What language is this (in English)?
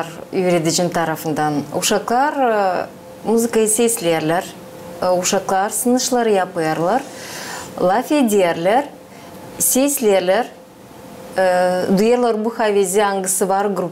Gagauz